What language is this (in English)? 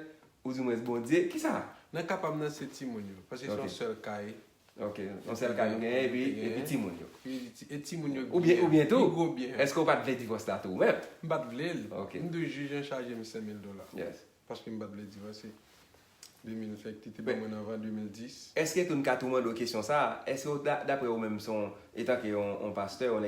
Haitian Creole